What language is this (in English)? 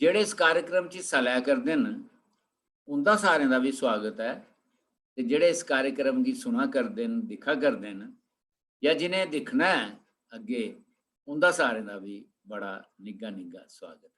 Dogri